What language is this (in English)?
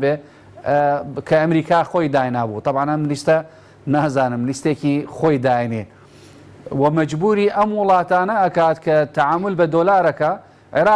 Central Kurdish